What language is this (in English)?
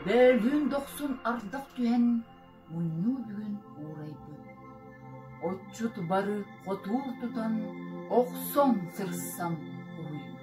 Yakut